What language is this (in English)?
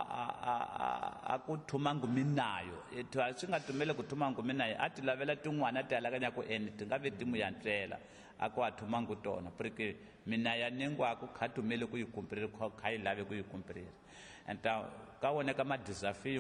Tsonga